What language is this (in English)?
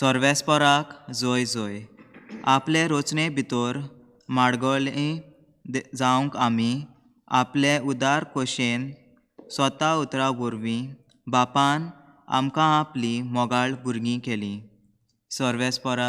Konkani